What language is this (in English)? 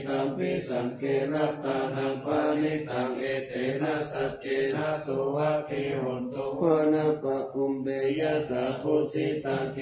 Pali